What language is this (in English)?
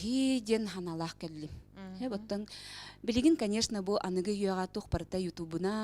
Yakut